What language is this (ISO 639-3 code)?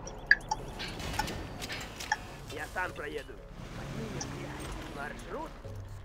rus